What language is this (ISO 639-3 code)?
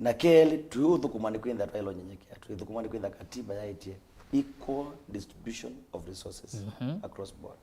kam